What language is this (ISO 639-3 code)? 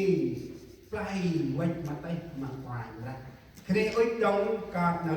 cmo